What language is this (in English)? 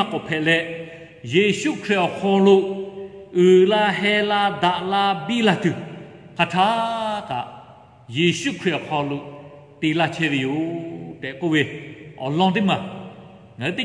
Lahu